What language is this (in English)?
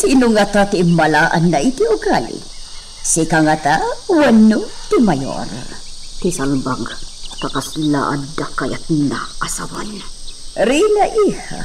Iloko